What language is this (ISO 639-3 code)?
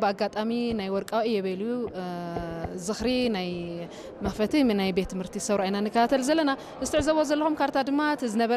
tir